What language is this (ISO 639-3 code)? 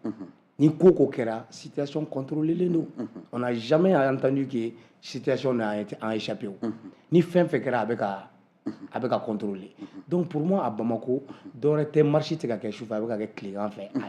bam